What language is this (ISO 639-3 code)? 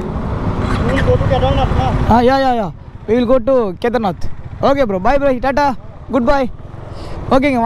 tam